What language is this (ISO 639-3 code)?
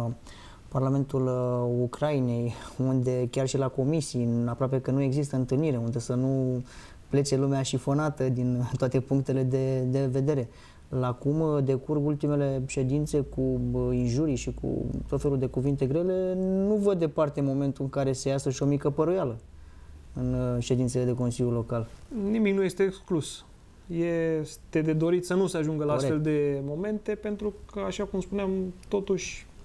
ron